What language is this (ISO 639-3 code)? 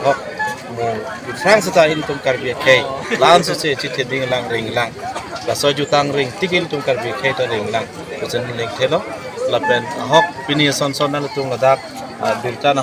mjw